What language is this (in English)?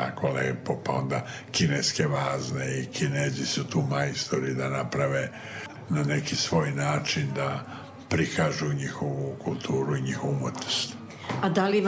Serbian